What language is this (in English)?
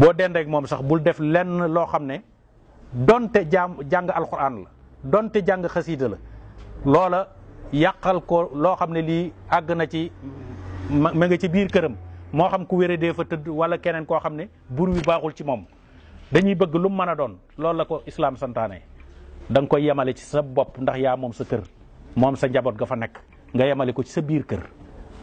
Wolof